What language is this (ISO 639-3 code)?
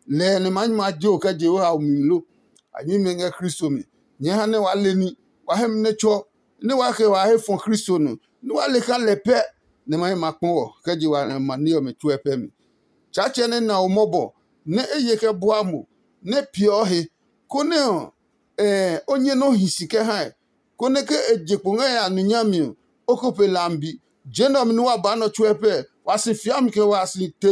ada